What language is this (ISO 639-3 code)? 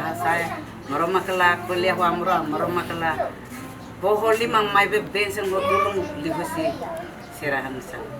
tet